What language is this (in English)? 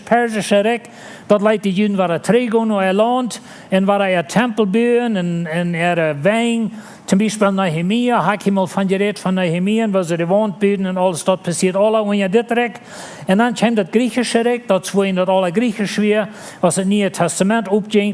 Plautdietsch